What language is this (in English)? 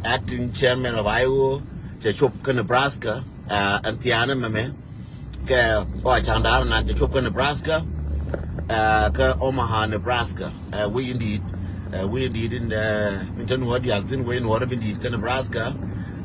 Nuer